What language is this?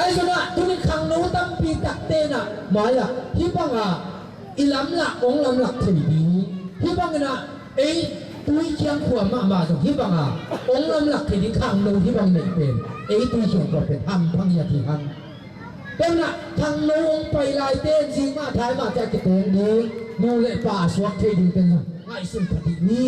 Tedim Chin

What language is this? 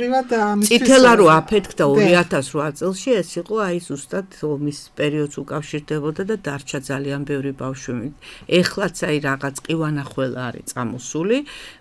Georgian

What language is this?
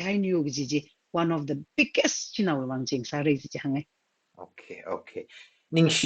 Tangkhul Naga (India)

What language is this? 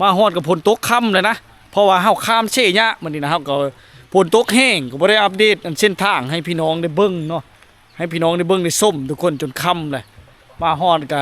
Lao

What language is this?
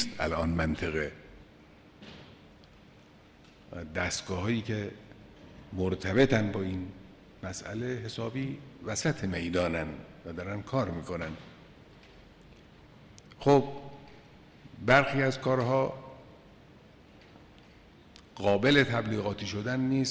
Persian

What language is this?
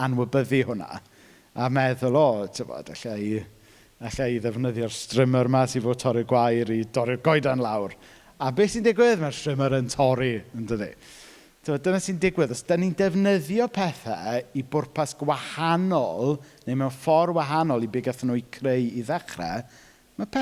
Welsh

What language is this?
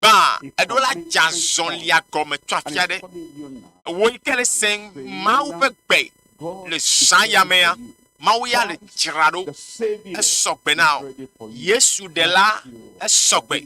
Ewe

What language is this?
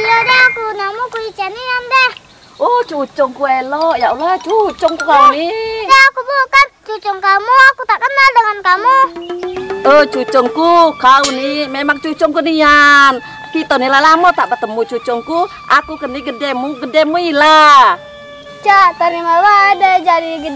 Musi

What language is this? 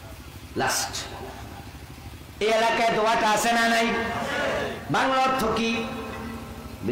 Bangla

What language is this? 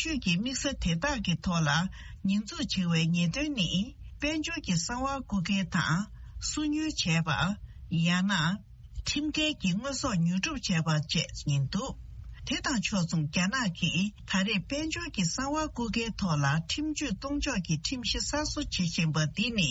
Tibetan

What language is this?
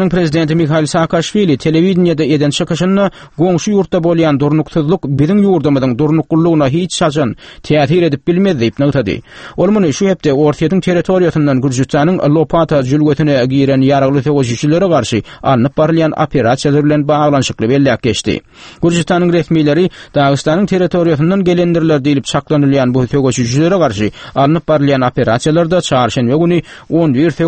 Turkmen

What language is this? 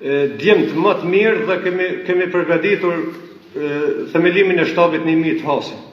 Albanian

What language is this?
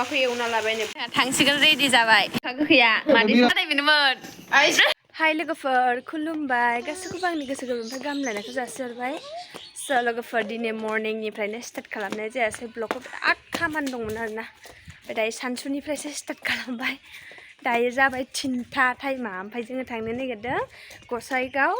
Bodo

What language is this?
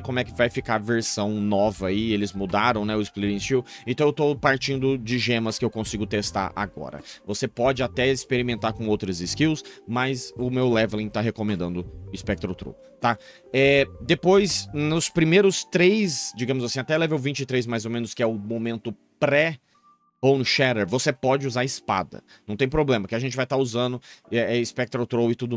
Portuguese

